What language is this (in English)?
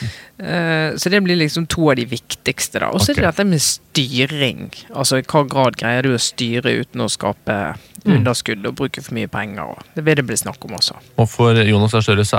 Norwegian